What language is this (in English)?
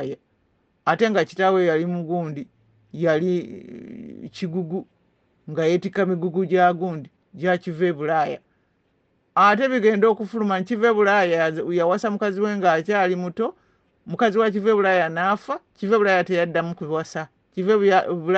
Ganda